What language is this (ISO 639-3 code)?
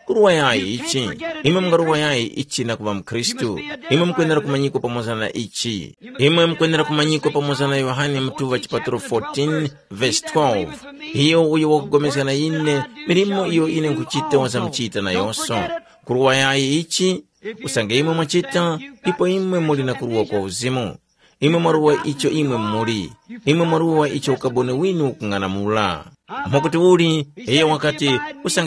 tum